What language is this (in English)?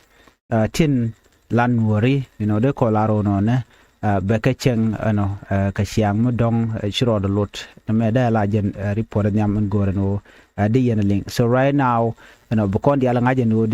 Nuer